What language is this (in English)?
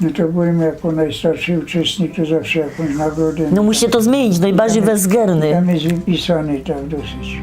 Silesian